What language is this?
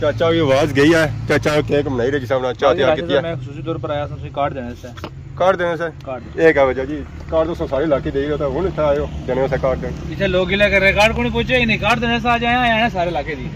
Pahari-Potwari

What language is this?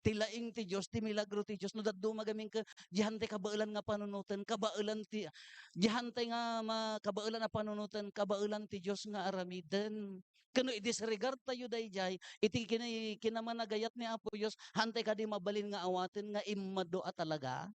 Iloko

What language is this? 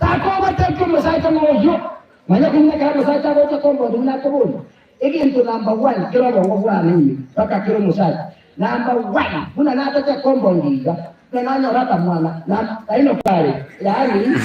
Gusii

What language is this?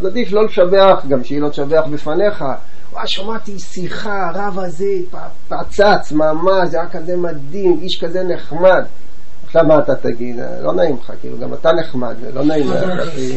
Hebrew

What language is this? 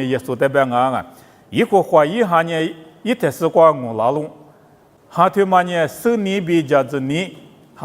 Lisu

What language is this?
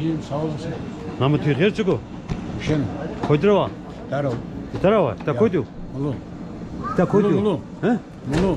Zaza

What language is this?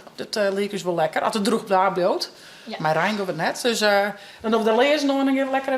Western Frisian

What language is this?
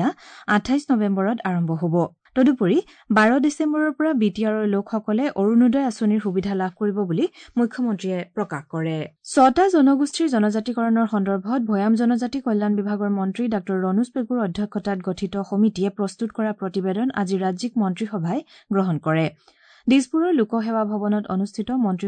Assamese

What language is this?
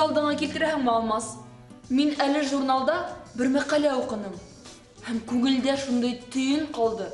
Bashkir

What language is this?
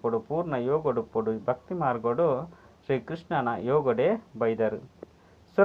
Tulu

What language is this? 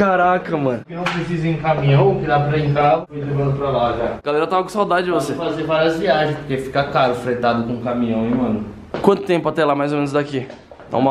Portuguese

